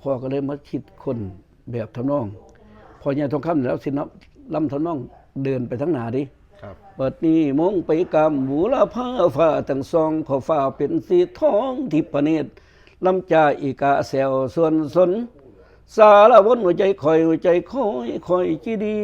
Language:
Northeastern Thai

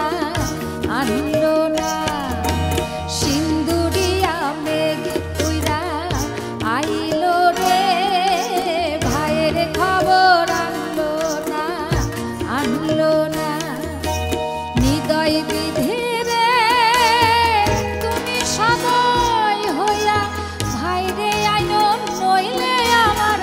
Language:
Bangla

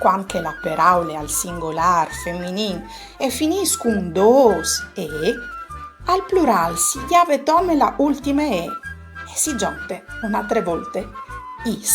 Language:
Friulian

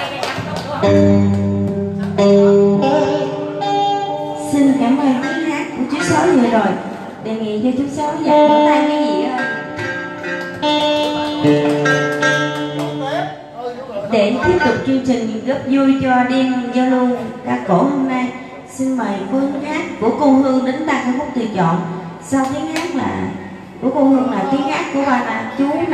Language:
Vietnamese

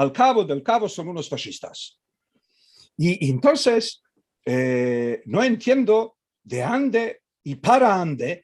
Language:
Ladino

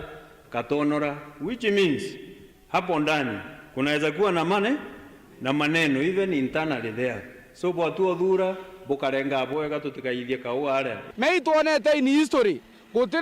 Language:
Meru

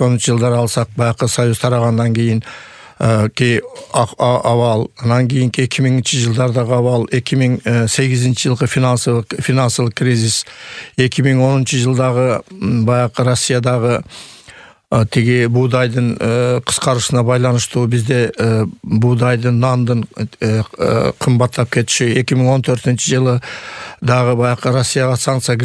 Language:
Kyrgyz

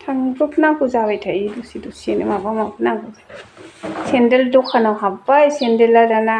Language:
Bodo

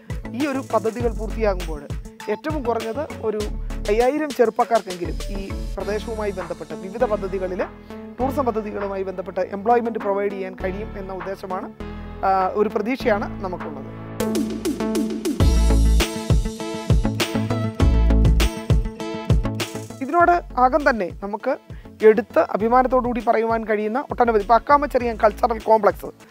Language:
Malayalam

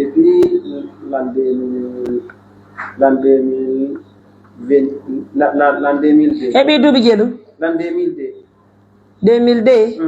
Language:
Pular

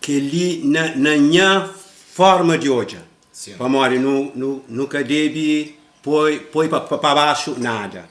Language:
Kabuverdianu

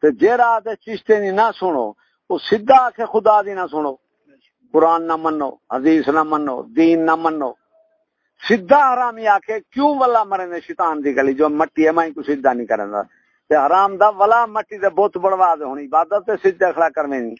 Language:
Saraiki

